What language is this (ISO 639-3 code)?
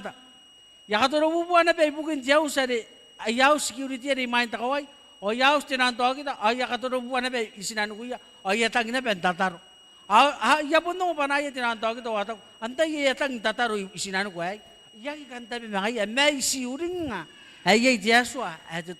gil